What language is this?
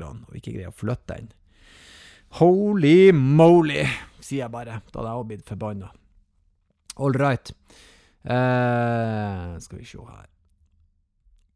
Norwegian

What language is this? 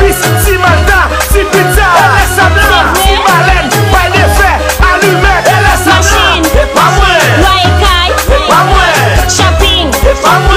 Haitian Creole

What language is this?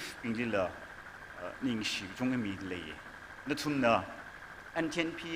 Tangkhul Naga (India)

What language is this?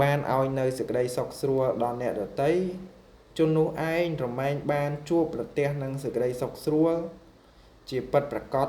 Khmer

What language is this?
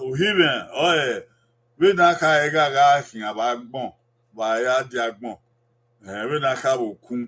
Bini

